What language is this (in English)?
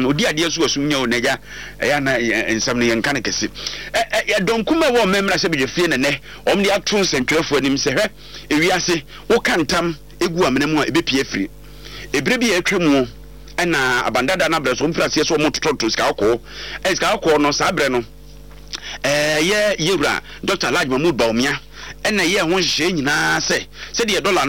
Akan